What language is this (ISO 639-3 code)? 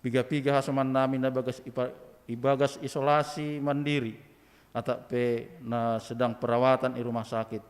bts